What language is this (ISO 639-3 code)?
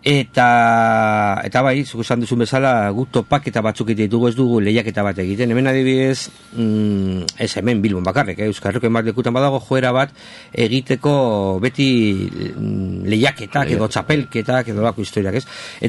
eus